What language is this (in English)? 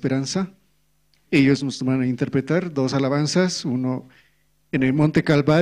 South Bolivian Quechua